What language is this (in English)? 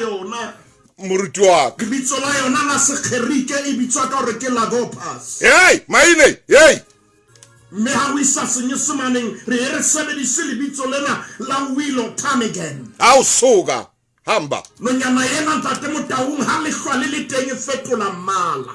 Southern Sotho